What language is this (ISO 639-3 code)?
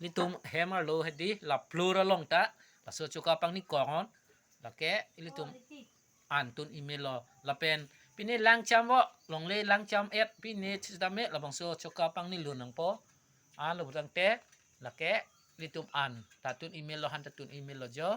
mjw